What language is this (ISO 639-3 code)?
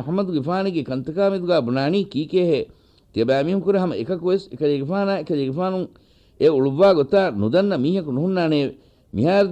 div